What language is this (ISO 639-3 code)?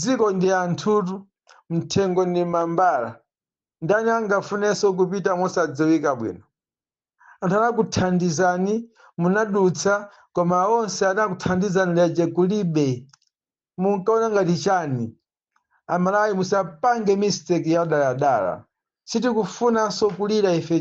nya